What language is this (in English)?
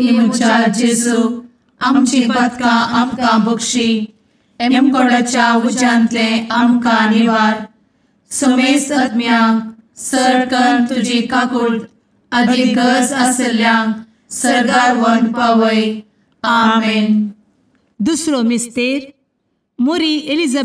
Konkani